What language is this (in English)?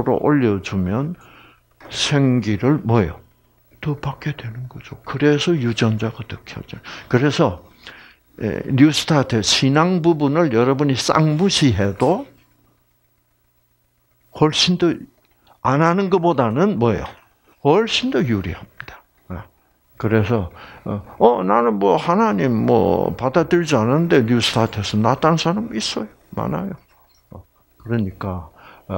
Korean